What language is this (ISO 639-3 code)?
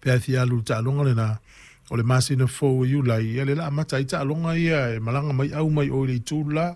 smo